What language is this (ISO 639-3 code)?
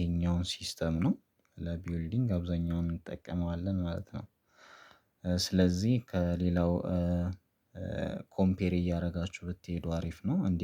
amh